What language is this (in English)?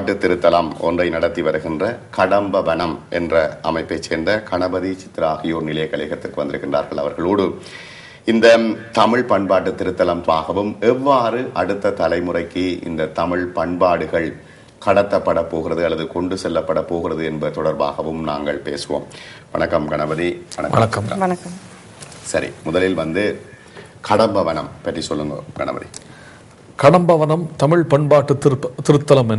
Tamil